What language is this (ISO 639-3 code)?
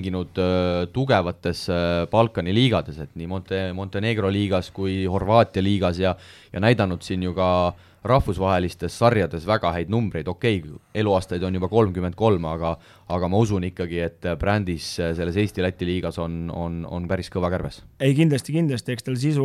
est